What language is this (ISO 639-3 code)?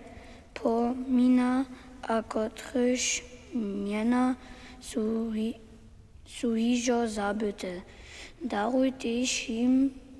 hsb